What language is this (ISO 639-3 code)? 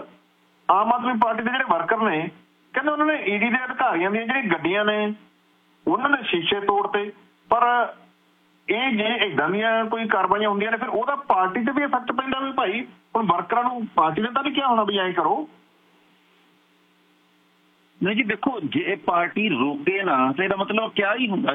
pan